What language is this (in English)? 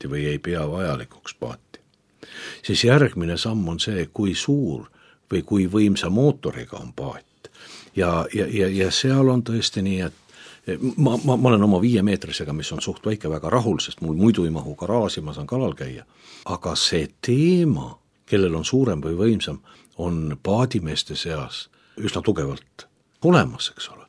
Estonian